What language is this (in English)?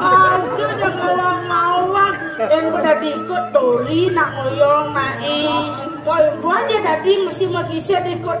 Balinese